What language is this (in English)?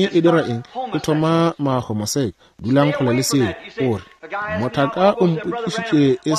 Northern Sotho